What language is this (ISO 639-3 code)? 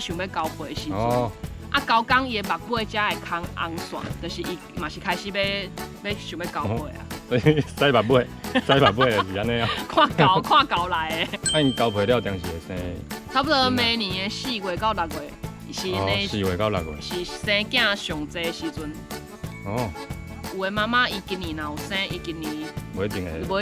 nan